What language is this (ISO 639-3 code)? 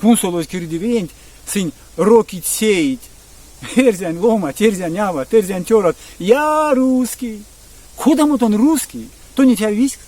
myv